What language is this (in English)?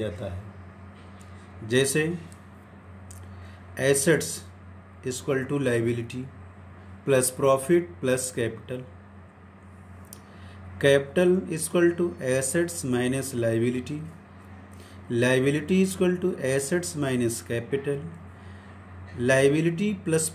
Hindi